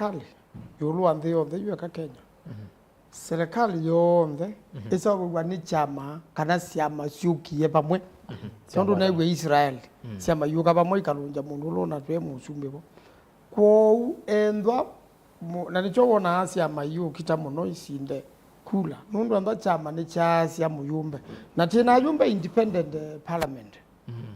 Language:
Kamba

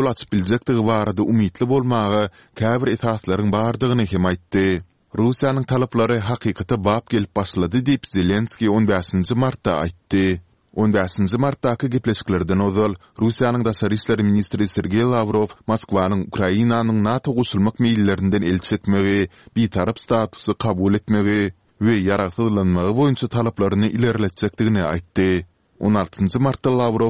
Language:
Turkmen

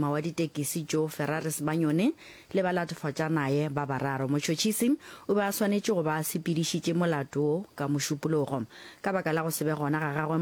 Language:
Northern Sotho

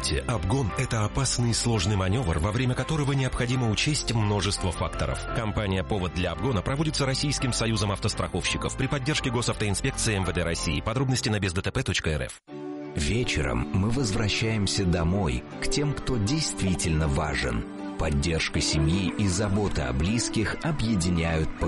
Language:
Russian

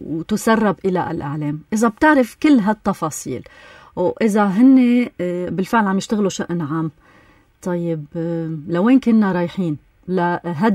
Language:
North Levantine Arabic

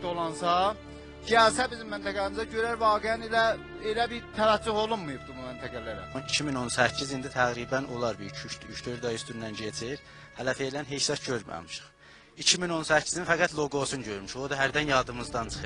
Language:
South Azerbaijani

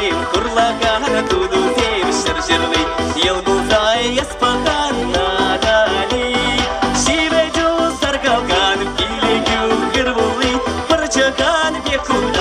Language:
Chuvash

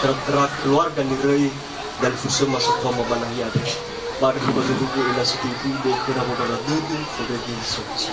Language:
Nias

